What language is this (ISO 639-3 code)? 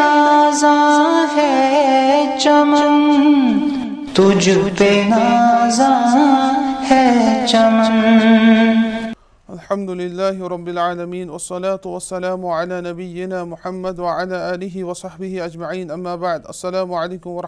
urd